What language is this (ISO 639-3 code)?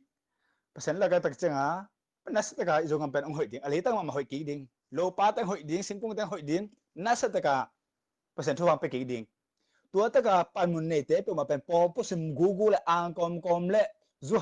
ctd